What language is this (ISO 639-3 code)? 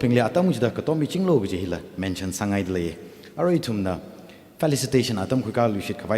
nmf